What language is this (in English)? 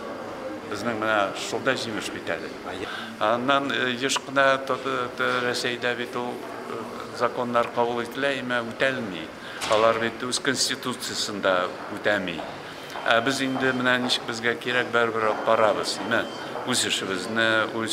Tatar